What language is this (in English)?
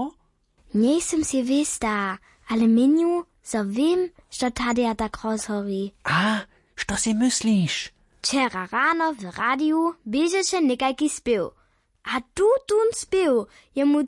Upper Sorbian